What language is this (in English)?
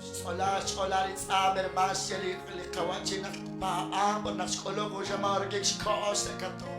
Kekchí